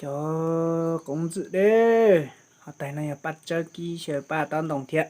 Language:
Hmong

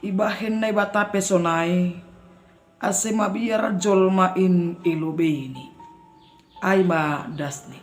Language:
Batak Simalungun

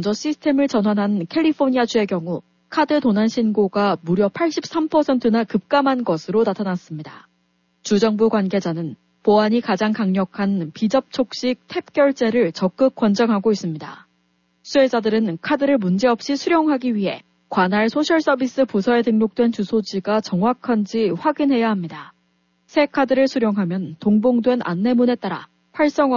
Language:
Korean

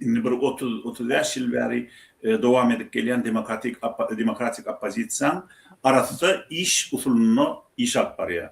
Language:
Turkmen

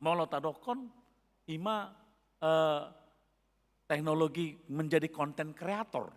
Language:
Batak Toba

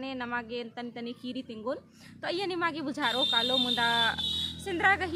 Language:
Kurukh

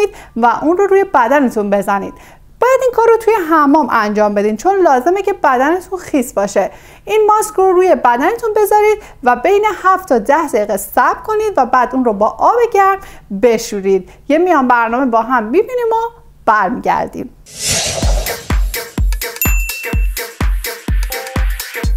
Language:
Persian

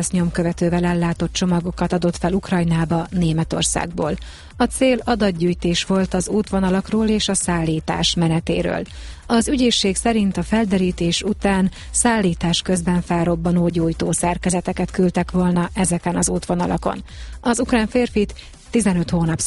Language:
Hungarian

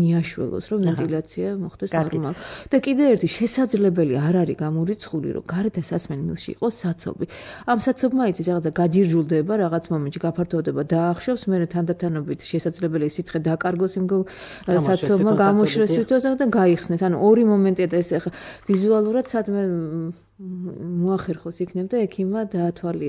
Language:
Georgian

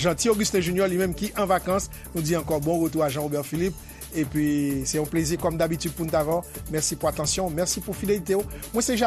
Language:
Haitian Creole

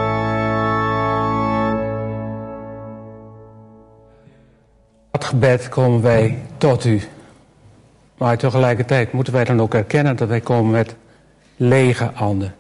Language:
Dutch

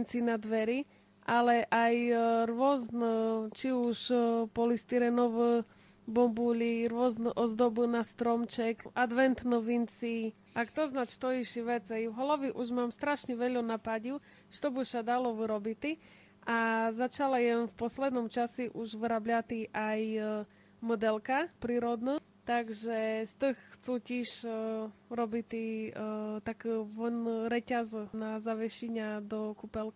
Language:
Rusyn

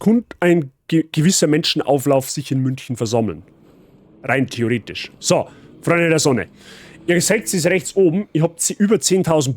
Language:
Bavarian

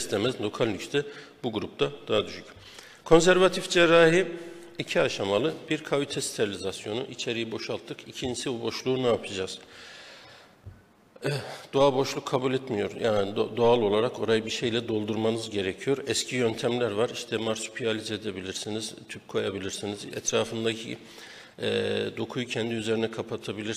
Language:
Turkish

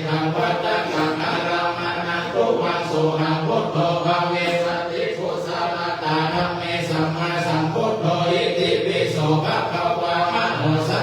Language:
Pali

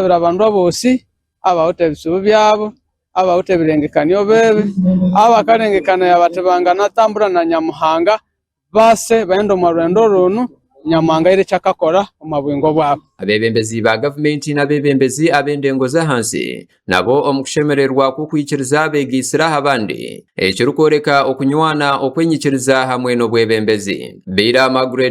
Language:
Nyankole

